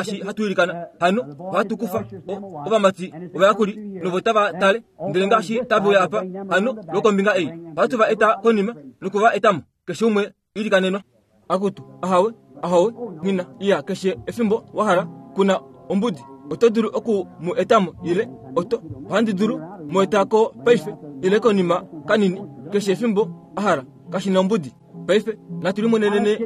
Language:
Kuanyama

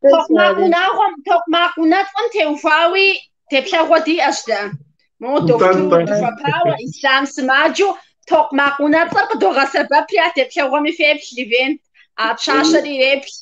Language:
Kabardian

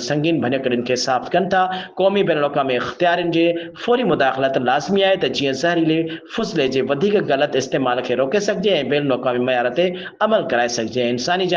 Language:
Sindhi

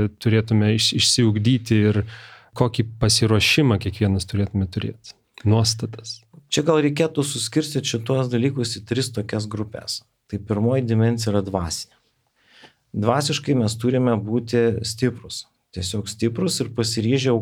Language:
Lithuanian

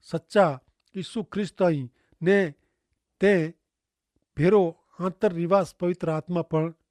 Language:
Kachhi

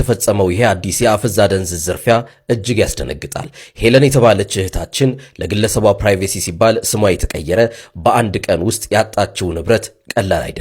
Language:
Amharic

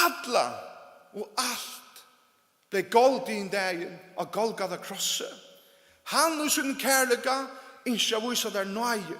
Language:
Faroese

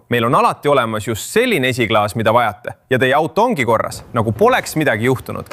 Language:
Estonian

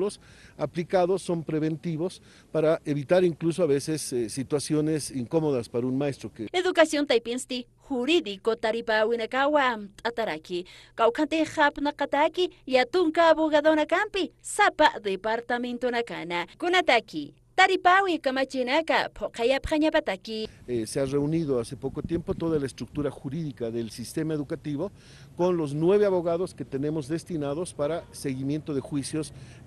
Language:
Aymara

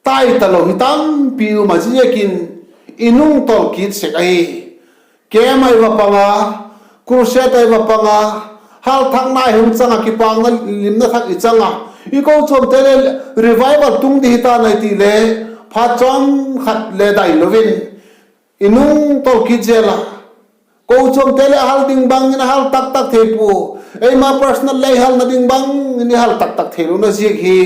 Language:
Vaiphei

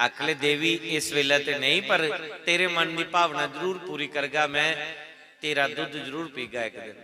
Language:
Dogri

